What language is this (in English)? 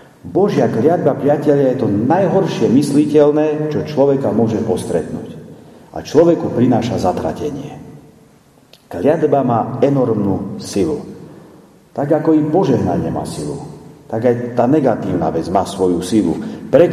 Slovak